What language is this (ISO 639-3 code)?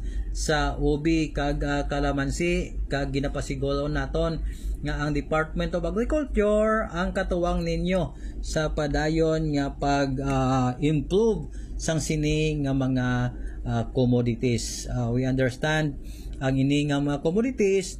hil